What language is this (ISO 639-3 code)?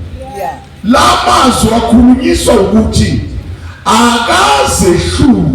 zul